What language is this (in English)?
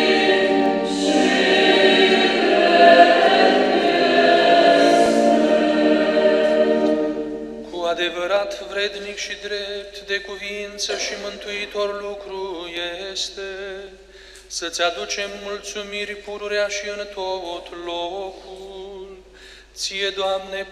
Romanian